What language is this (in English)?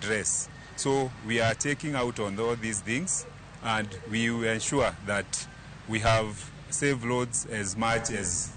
Luo (Kenya and Tanzania)